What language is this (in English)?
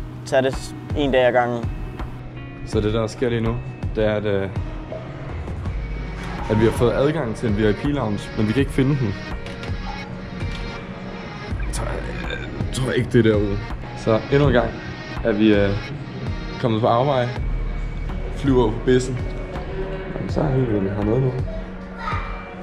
Danish